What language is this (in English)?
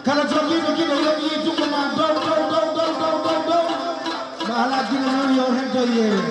Fula